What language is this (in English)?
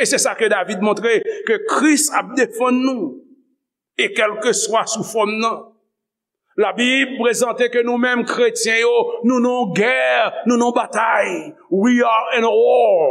Haitian Creole